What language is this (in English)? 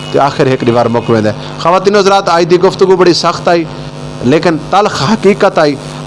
Saraiki